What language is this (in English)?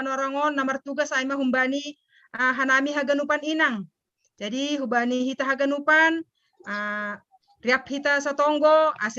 Batak Simalungun